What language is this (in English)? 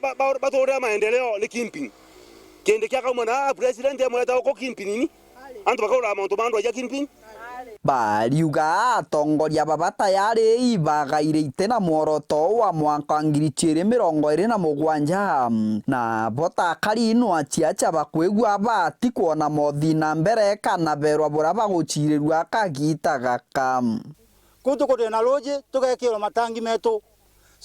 Meru